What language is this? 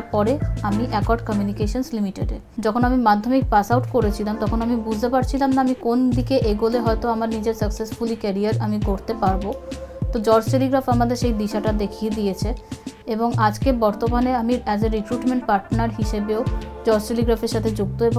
Bangla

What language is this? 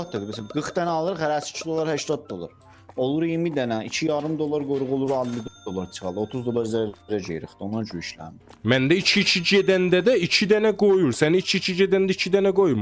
South Azerbaijani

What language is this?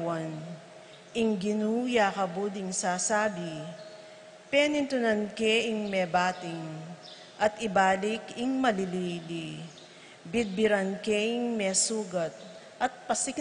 Pampanga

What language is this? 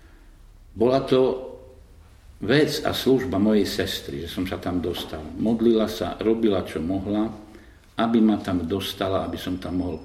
Slovak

